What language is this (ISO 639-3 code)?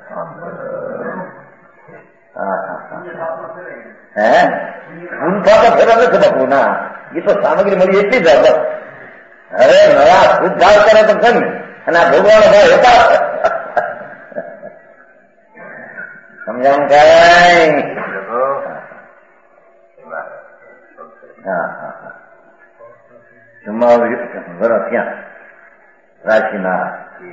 guj